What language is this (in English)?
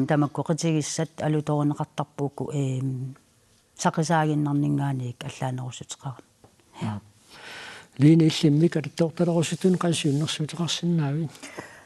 Kalaallisut